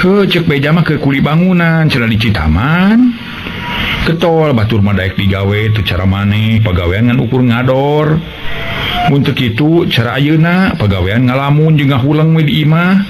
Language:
Sundanese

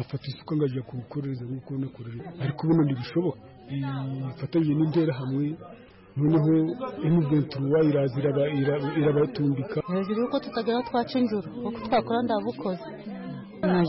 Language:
Kinyarwanda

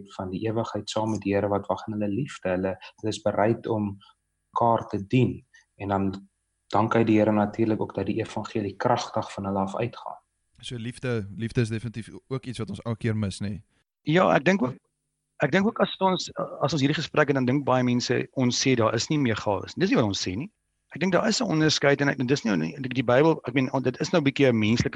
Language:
Afrikaans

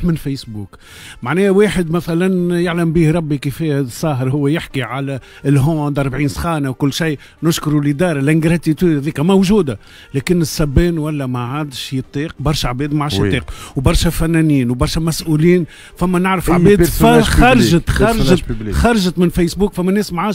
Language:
Tunisian Arabic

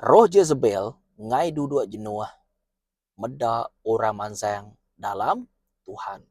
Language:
Iban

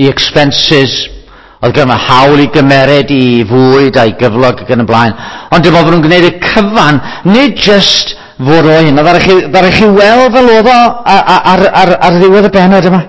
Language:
Welsh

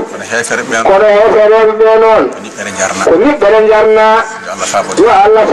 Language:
Fula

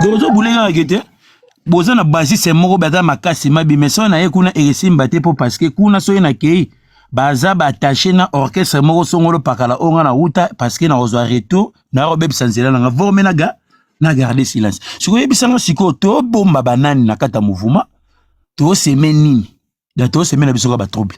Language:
Lingala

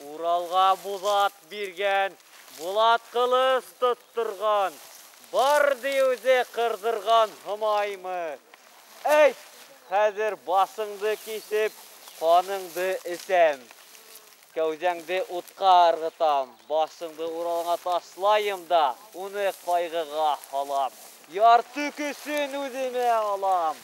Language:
Bashkir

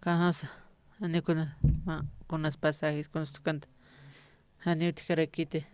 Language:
Aymara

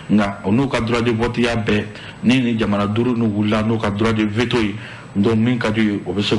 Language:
Bambara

